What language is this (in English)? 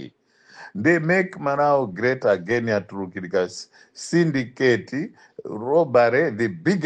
Nyanja